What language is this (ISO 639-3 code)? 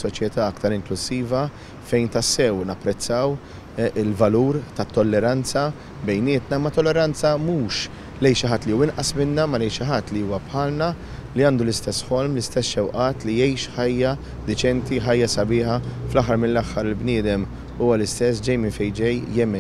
mlt